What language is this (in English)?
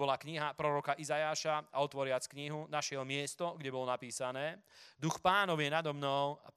Slovak